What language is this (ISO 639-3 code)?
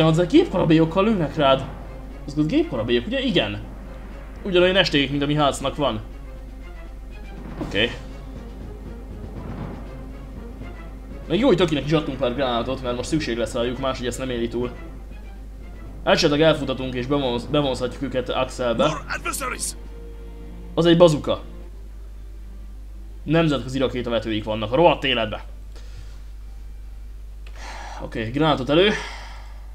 hun